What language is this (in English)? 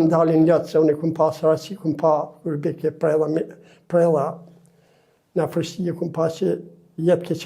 Albanian